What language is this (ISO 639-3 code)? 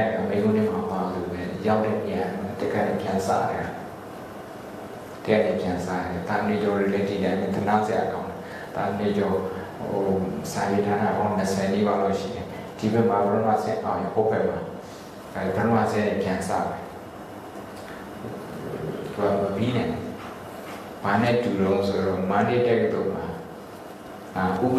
mya